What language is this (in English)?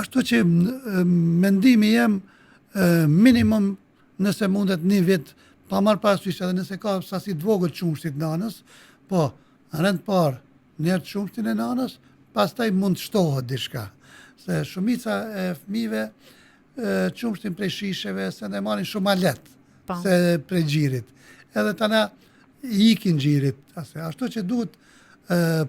Albanian